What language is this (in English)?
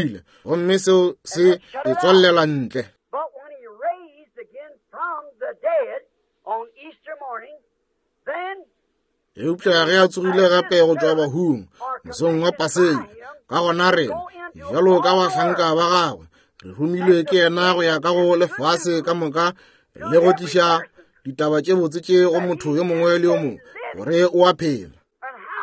Northern Sotho